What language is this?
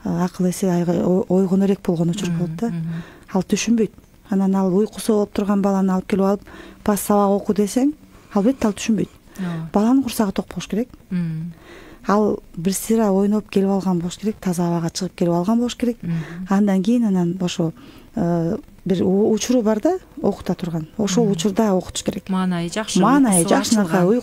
Kyrgyz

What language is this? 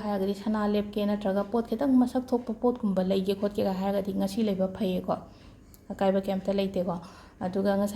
Manipuri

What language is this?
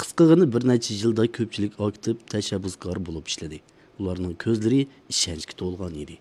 Uyghur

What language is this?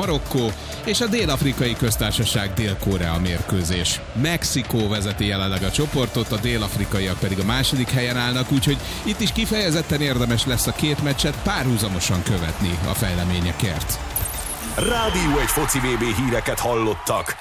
Hungarian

